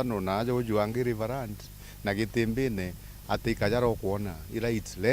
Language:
Meru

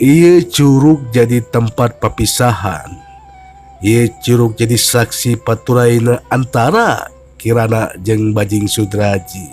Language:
Sundanese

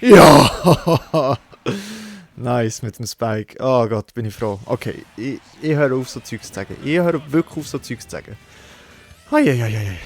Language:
Swiss German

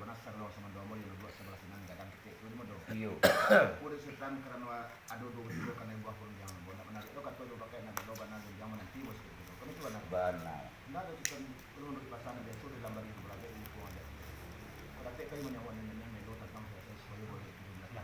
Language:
Minangkabau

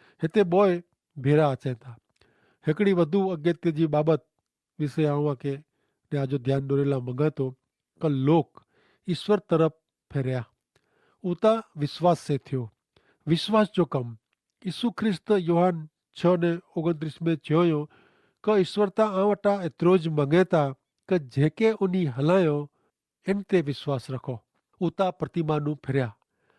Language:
Kachhi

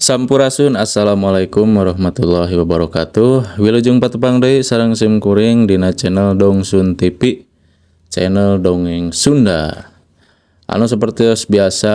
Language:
Sundanese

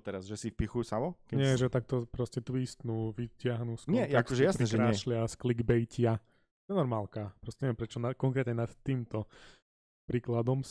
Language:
Slovak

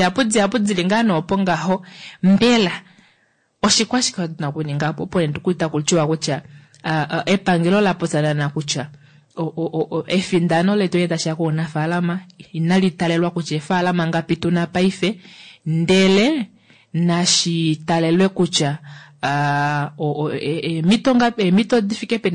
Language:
Kuanyama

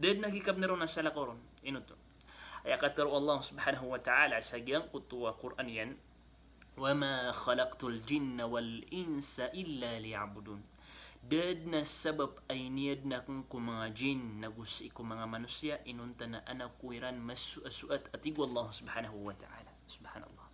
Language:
Maranao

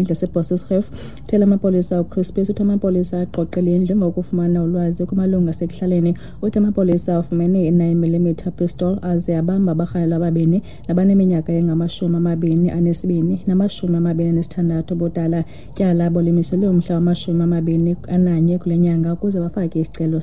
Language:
Xhosa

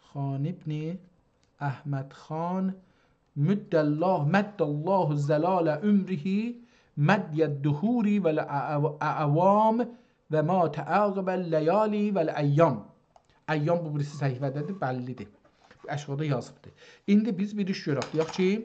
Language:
South Azerbaijani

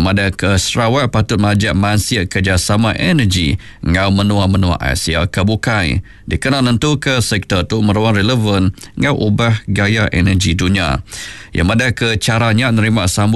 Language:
Iban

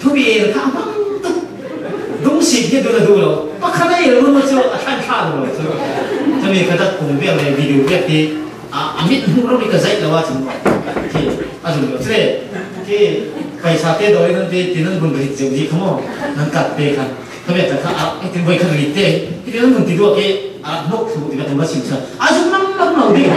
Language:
Falam Chin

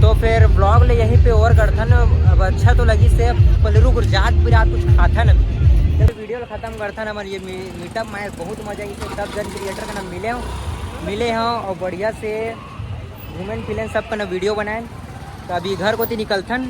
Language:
Chhattisgarhi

